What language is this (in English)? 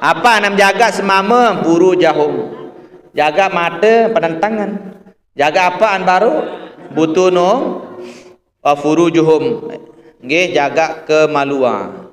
Sasak